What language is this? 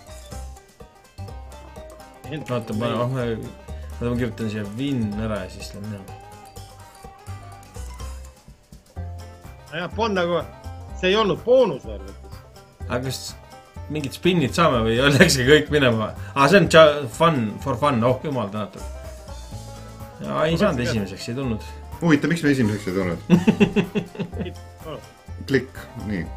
Estonian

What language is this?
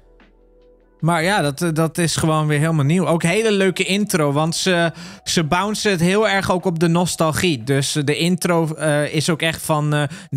Dutch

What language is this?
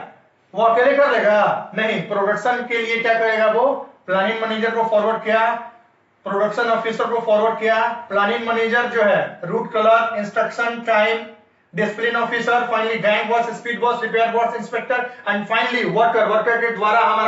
Hindi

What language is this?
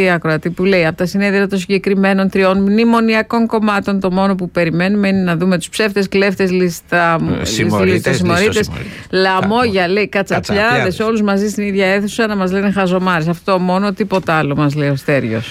Greek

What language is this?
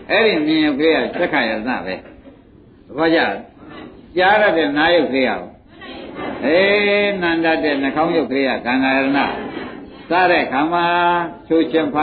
Burmese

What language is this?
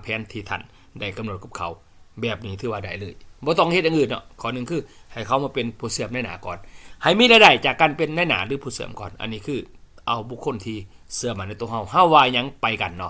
Lao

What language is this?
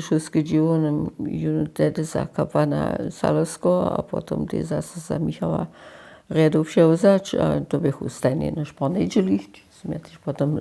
Upper Sorbian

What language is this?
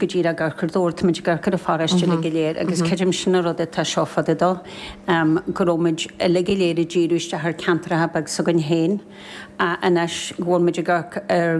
Irish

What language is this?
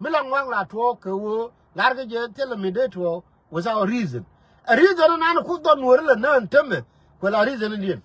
Nuer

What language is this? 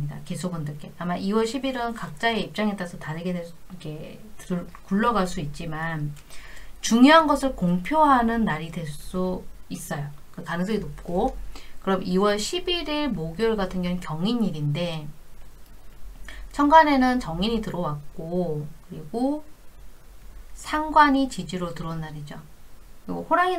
Korean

